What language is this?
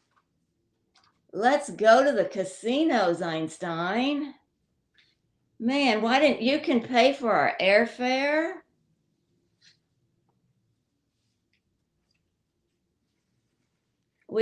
English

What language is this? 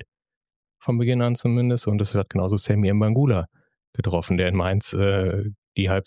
German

